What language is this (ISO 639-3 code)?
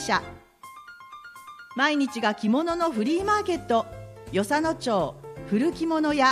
jpn